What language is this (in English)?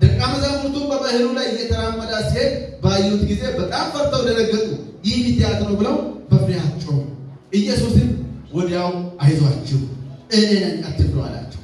Amharic